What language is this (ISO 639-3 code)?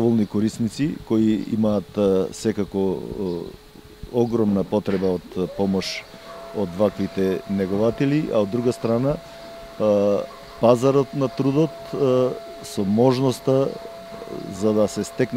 mkd